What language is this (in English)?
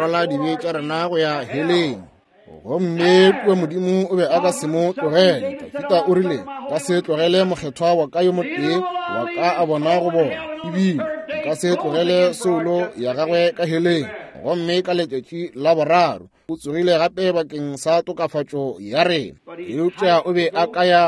Northern Sotho